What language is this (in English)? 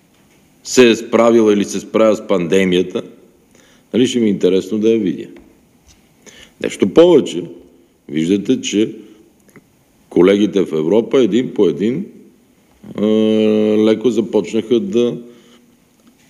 Bulgarian